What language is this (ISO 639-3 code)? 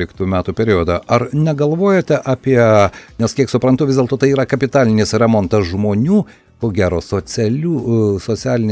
lit